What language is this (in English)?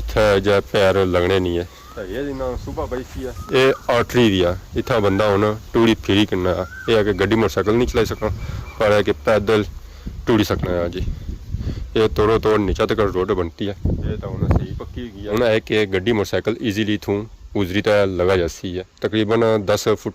Pahari-Potwari